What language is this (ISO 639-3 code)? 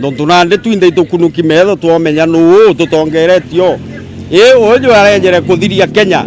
mer